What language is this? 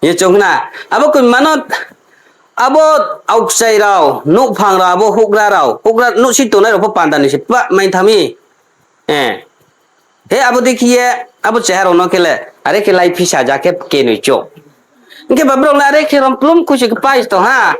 Riang (India)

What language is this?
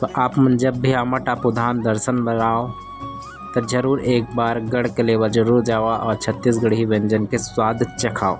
Chhattisgarhi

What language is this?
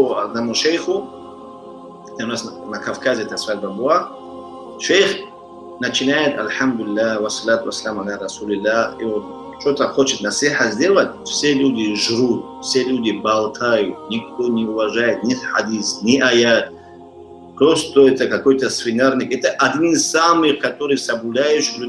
Russian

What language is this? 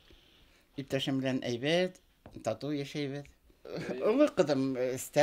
Bashkir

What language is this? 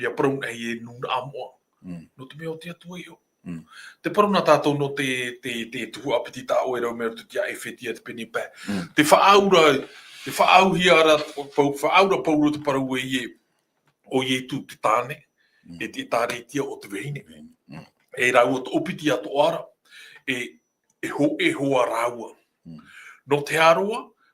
Tahitian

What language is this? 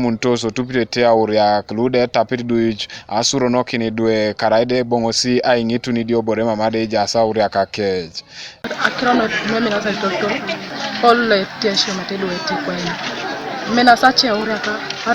Teso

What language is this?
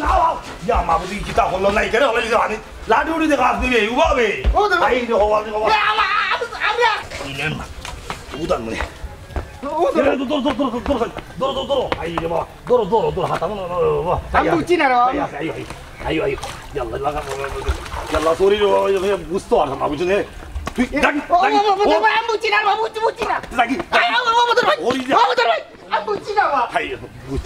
Sylheti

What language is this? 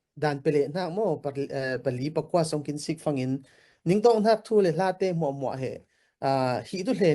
Falam Chin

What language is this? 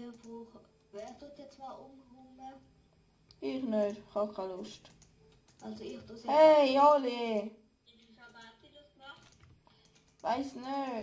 Swiss German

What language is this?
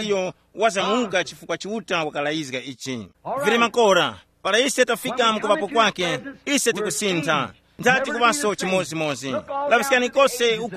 Tumbuka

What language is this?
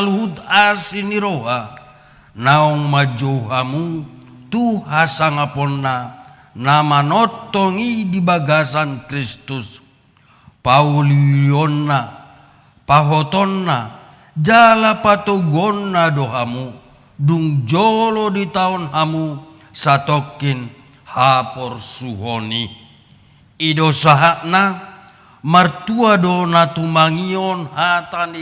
Batak Toba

